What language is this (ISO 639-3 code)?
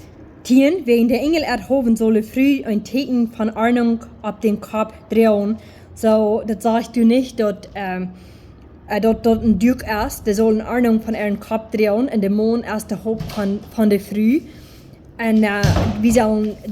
pdt